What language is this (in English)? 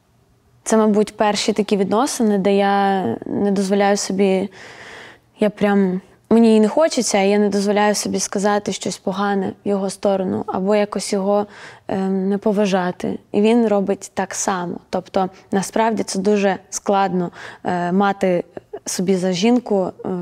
Ukrainian